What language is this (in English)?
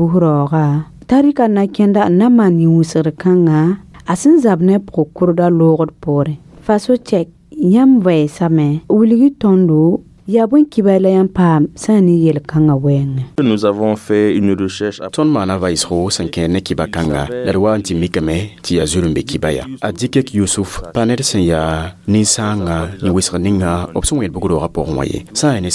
Mossi